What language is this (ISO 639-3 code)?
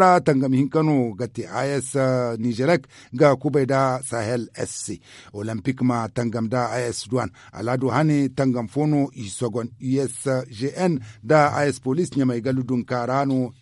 dje